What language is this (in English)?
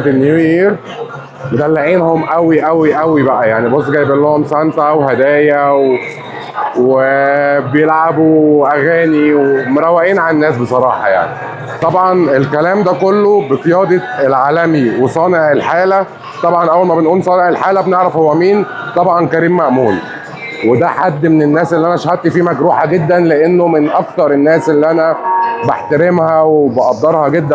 Egyptian Arabic